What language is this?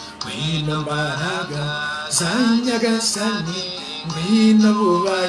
Kinyarwanda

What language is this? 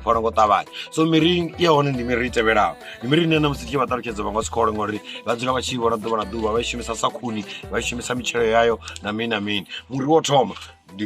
Venda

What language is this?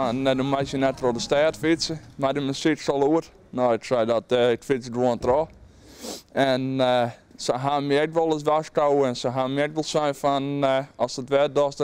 Western Frisian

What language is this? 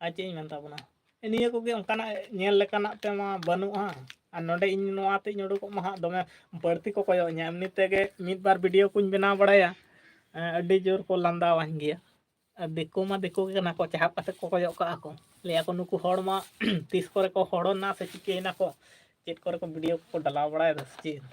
Santali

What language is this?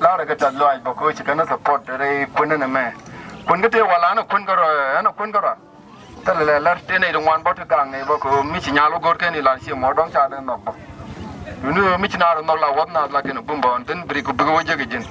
Nuer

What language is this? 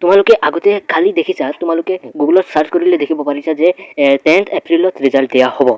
Assamese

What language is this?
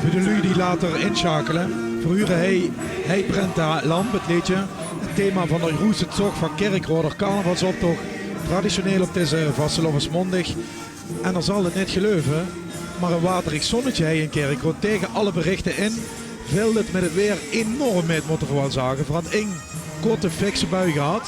Limburgish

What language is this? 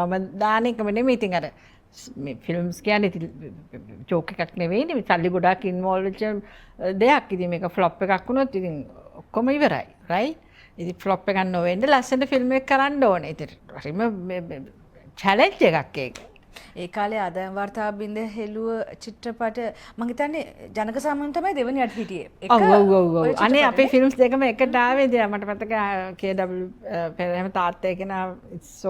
Sinhala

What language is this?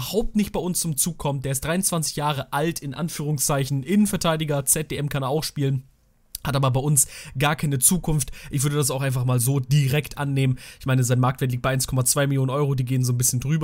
German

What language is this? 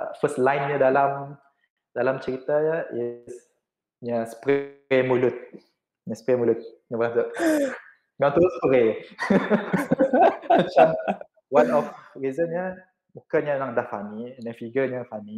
Malay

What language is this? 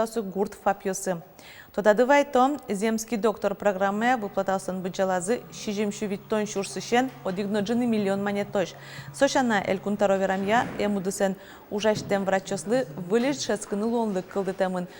Udmurt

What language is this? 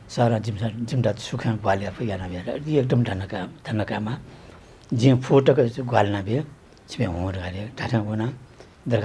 Newari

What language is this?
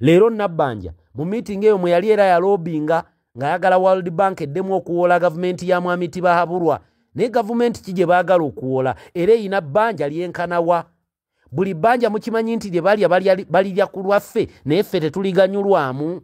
Ganda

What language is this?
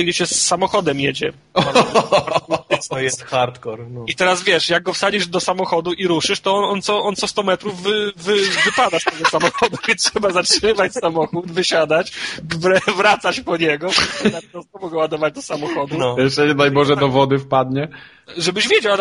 Polish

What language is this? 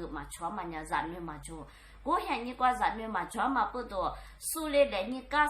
Lisu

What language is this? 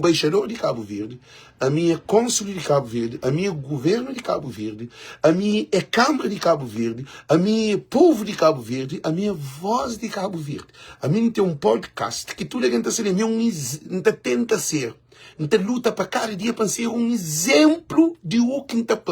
Kabuverdianu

